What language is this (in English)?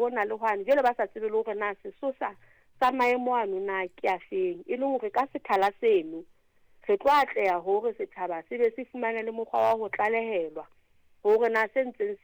Southern Sotho